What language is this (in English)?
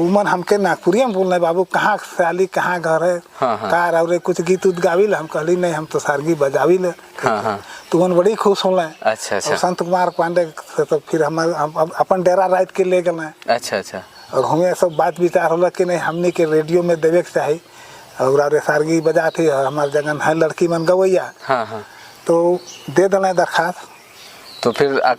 Sadri